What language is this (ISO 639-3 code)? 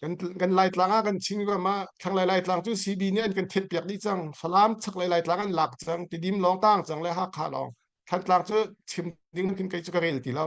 cnh